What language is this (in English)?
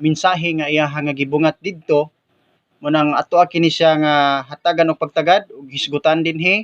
Cebuano